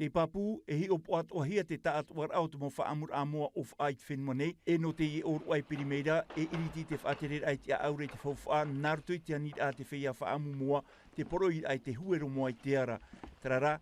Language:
Tahitian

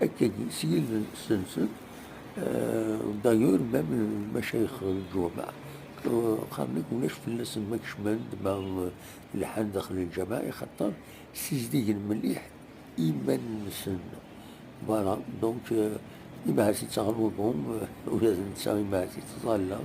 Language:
Kabyle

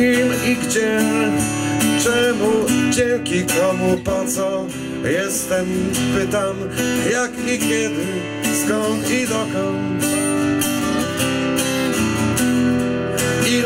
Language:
Polish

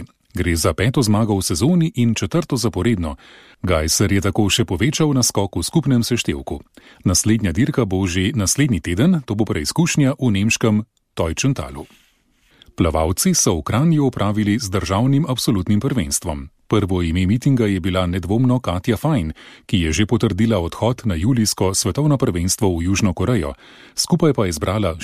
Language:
Slovenian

